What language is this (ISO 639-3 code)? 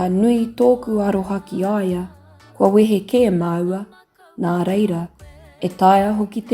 mri